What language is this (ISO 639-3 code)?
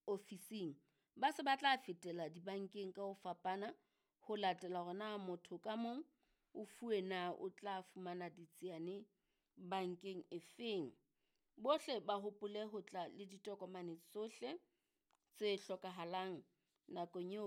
sot